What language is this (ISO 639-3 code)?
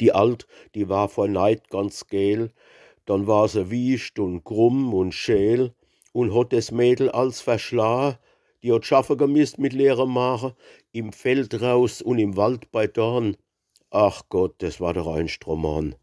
pfl